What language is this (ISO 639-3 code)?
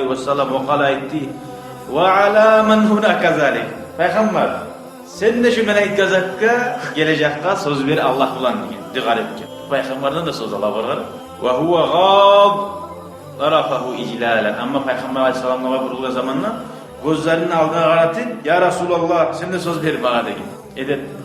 kum